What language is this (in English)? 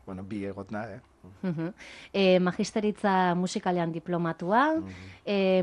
Basque